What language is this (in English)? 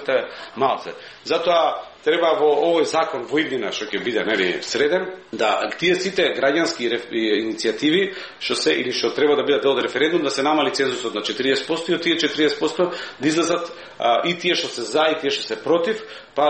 Macedonian